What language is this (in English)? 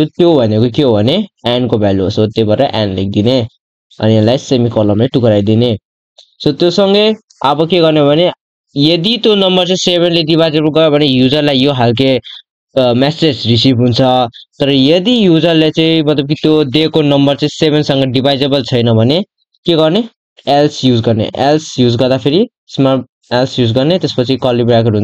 Nepali